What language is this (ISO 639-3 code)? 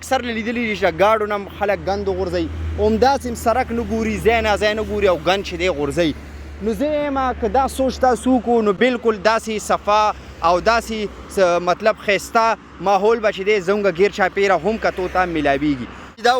pus